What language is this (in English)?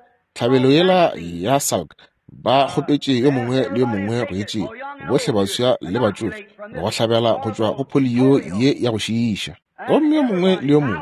Northern Sotho